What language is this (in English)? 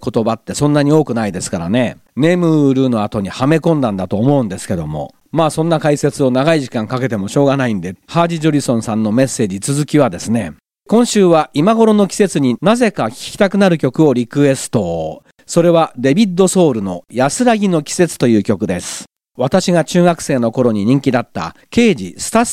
Japanese